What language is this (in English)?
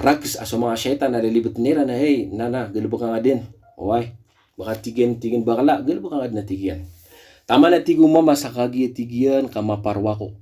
Maranao